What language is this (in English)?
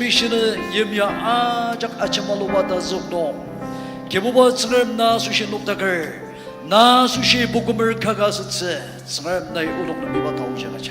Ao Naga